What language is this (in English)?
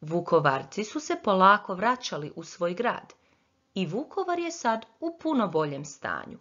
Croatian